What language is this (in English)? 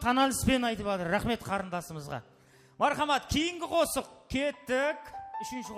Kara-Kalpak